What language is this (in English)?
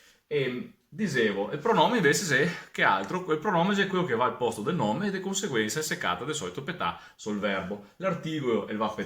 Venetian